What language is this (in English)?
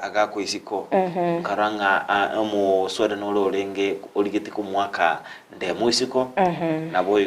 Gusii